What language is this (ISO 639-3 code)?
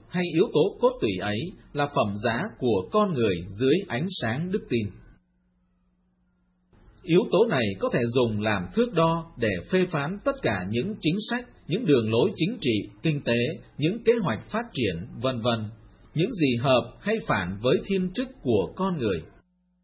vie